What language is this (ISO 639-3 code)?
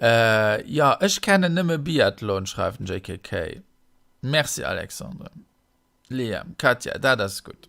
ltz